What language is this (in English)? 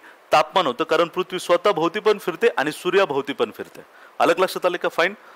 Marathi